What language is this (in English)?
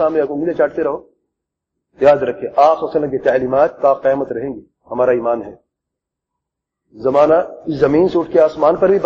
Urdu